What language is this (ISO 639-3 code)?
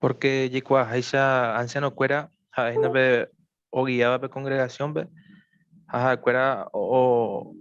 grn